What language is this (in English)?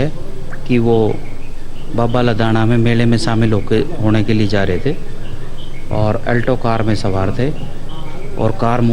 Konkani